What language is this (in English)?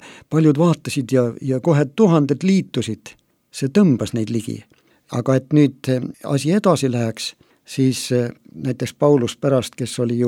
Estonian